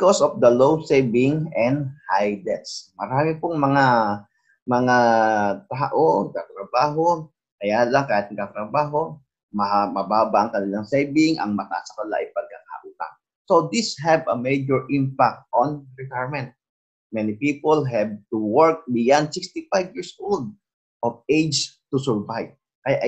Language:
Filipino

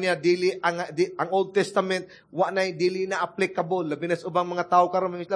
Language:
Cebuano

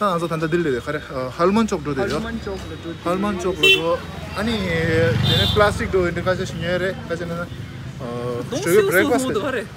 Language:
Tibetan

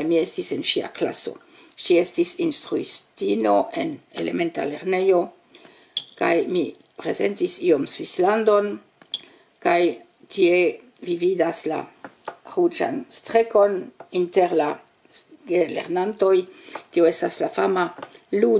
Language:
Esperanto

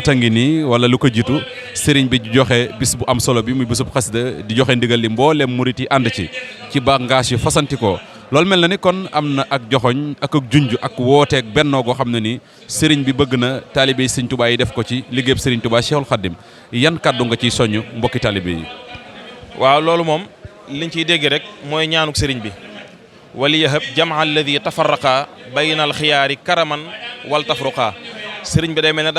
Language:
Wolof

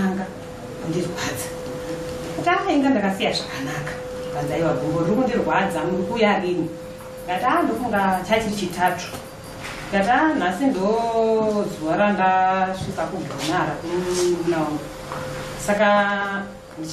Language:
Shona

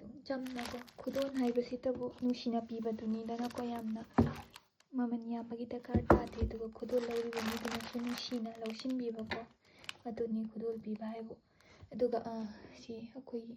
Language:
Manipuri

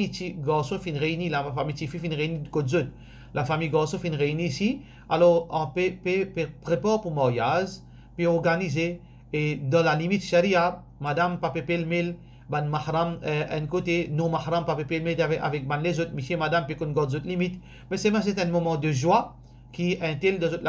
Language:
Morisyen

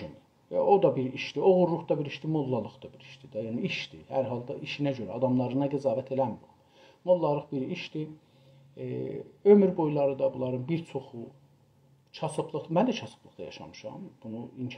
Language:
South Azerbaijani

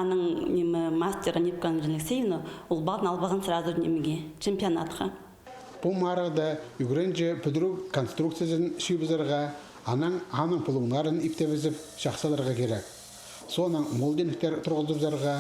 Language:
Khakas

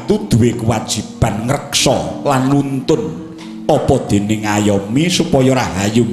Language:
Javanese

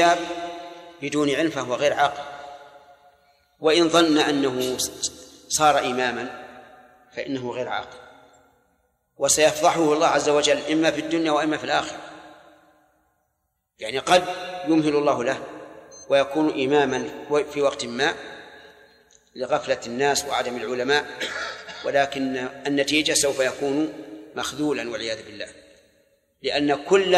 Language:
Arabic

